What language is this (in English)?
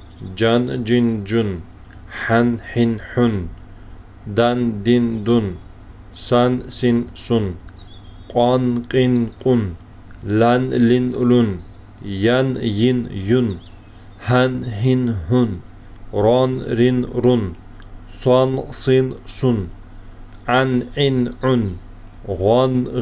Ingush